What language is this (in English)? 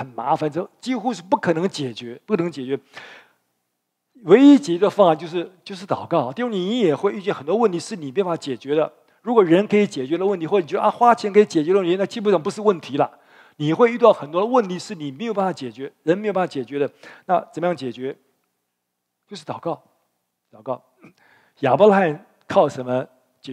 Chinese